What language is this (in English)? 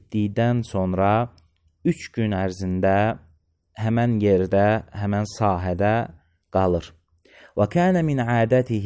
Azerbaijani